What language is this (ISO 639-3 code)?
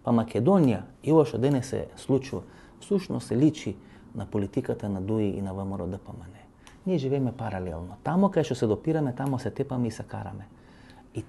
mkd